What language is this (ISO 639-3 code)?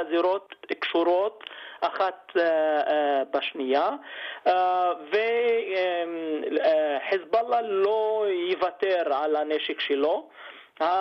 heb